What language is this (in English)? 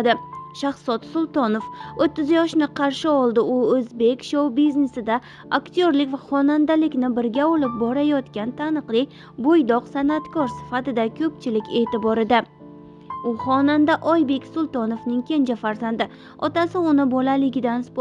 Uzbek